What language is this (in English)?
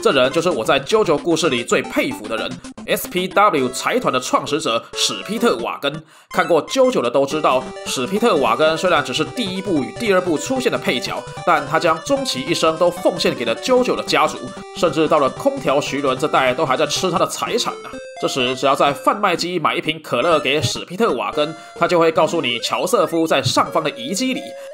Chinese